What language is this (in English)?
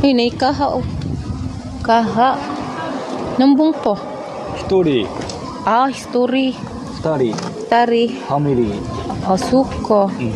Cebuano